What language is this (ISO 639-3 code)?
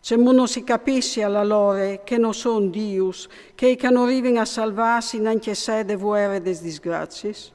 fur